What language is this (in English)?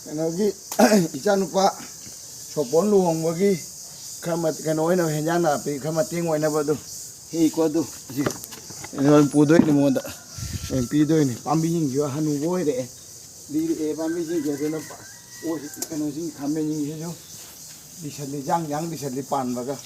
Manipuri